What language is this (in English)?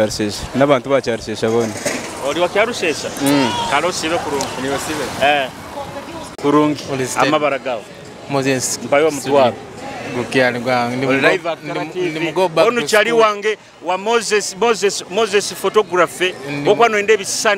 Nyoro